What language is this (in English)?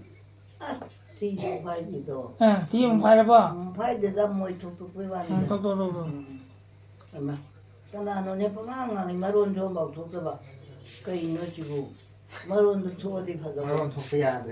Manipuri